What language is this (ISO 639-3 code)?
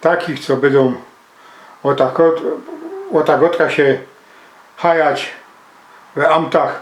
szl